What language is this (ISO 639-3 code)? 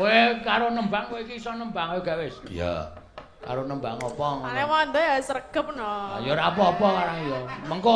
jav